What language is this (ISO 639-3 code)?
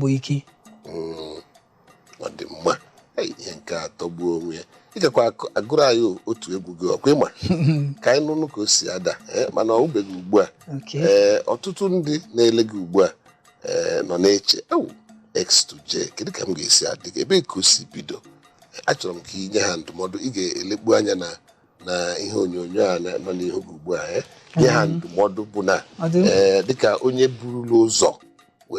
ibo